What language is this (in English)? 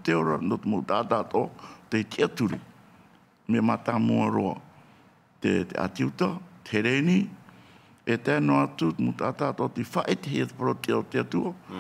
Tahitian